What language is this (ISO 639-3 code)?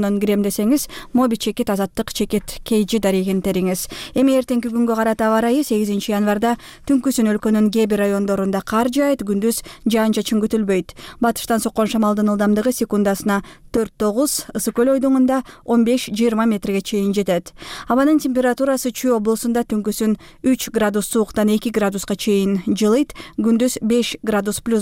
kir